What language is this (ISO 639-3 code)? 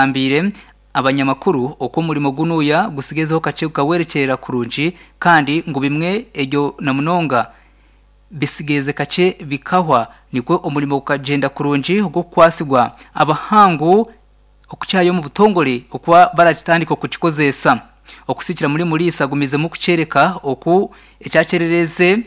nyn